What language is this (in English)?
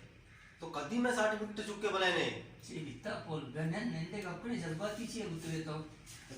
Baluchi